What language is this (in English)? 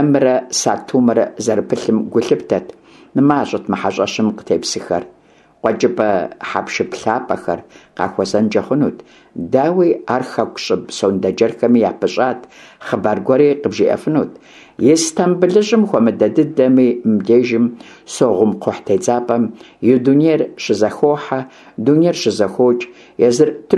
Kabardian